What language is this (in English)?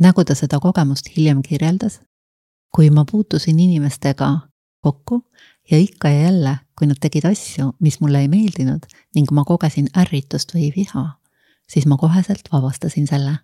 Estonian